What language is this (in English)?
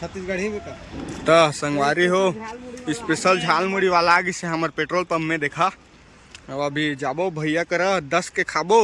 Chhattisgarhi